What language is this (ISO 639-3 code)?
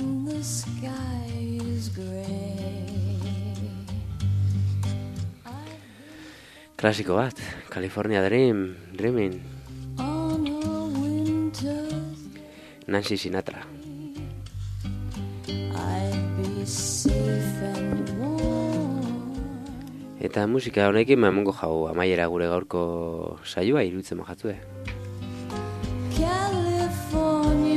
eus